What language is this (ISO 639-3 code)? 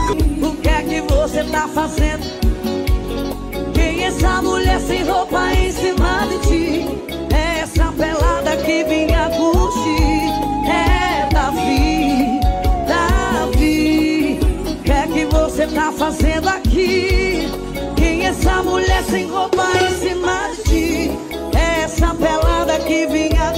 por